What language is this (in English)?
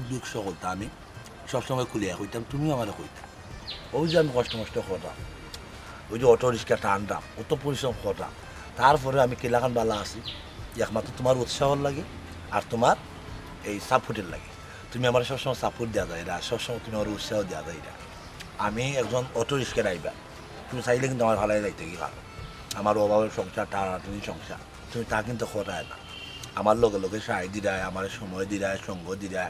Sylheti